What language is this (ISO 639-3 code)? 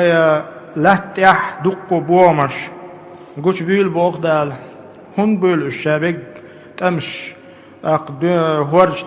che